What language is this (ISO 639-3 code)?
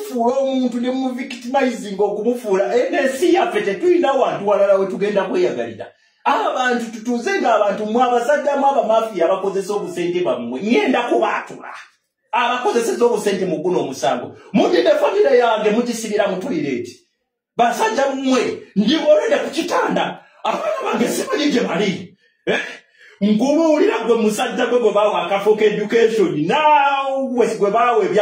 lug